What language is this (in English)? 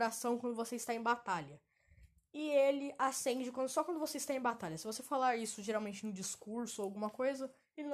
Portuguese